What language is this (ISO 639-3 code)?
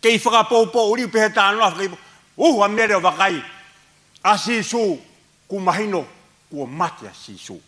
ton